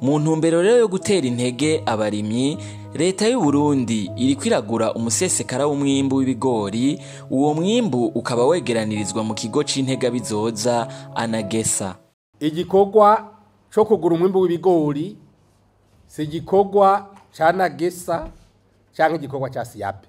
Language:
Rundi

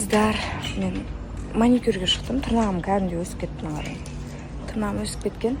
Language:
Kazakh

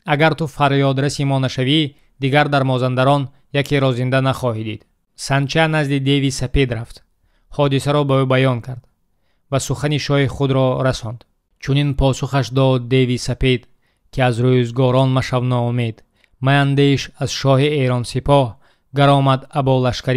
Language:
Tajik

